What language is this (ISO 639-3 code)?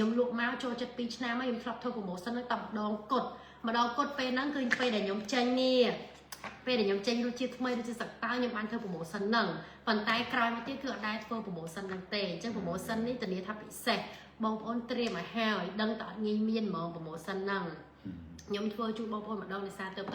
khm